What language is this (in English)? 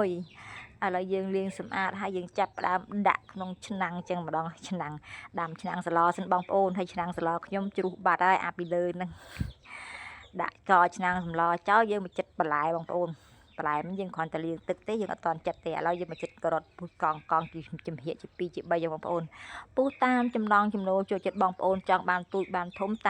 Khmer